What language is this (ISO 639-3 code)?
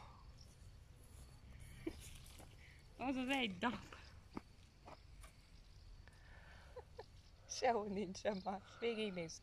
hun